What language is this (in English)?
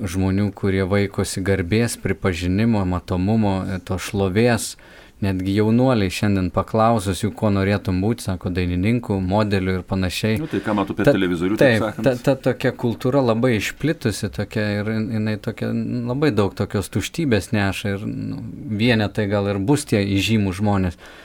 Lithuanian